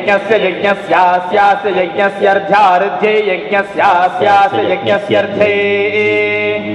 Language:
Sanskrit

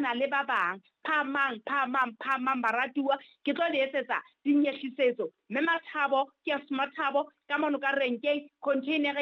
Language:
Southern Sotho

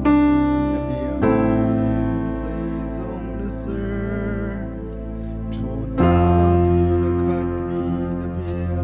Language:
Hakha Chin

